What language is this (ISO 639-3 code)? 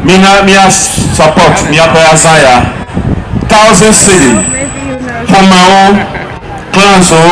ewe